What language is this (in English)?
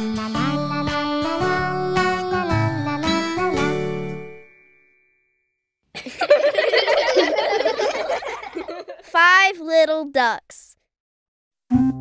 English